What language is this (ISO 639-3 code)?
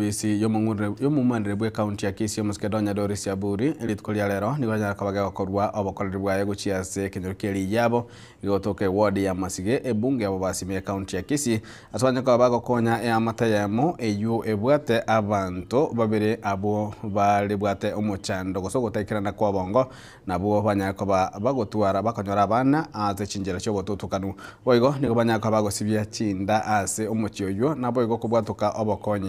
guz